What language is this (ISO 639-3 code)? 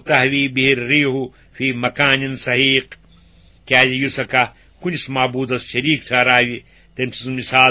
kas